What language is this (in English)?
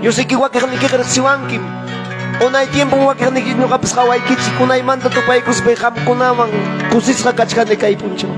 Ayacucho Quechua